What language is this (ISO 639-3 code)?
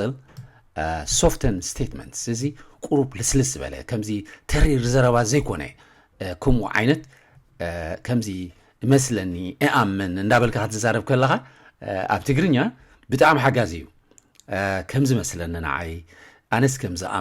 tir